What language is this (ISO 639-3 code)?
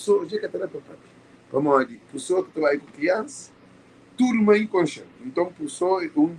kea